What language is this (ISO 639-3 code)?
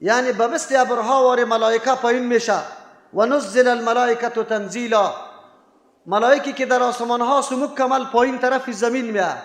fas